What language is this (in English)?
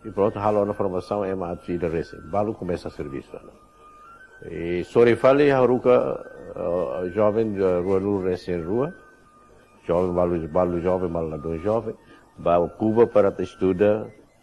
Tetum